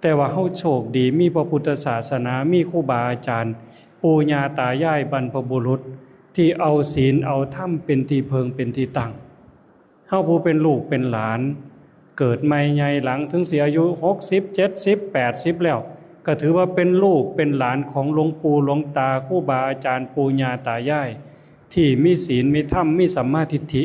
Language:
Lao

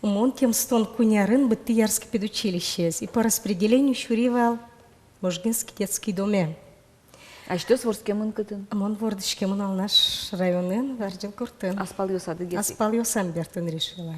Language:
Udmurt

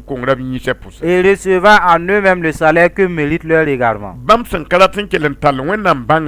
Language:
Mossi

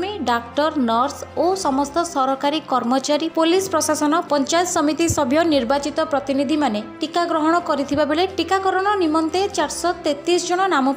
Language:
Odia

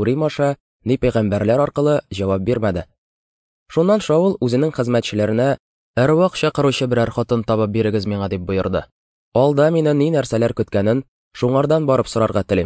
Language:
Tatar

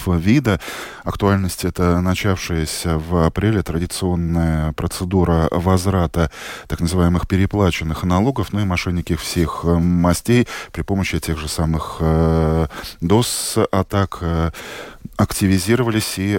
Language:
Russian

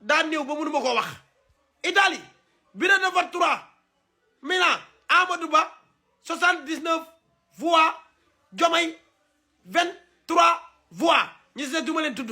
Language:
Wolof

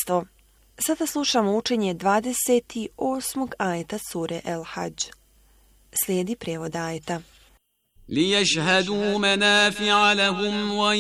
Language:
Bosnian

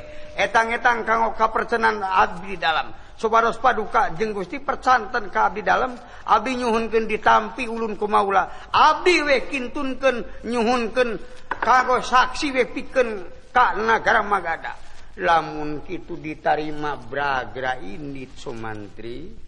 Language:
Sundanese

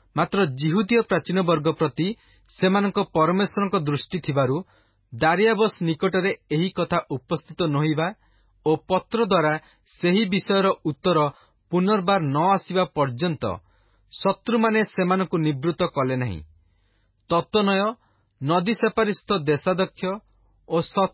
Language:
Odia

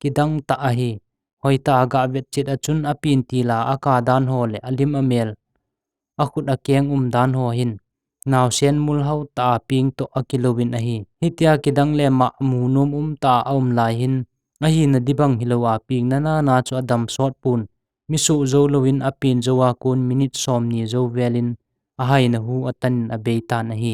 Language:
Thado Chin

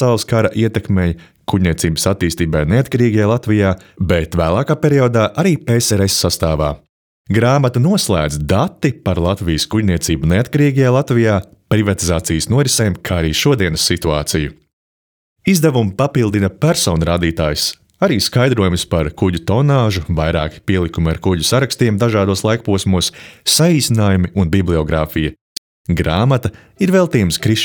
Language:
Latvian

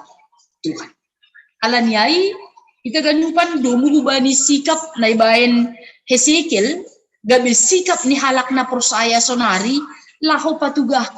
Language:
Batak Simalungun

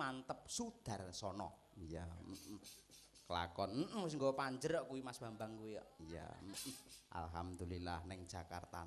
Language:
Javanese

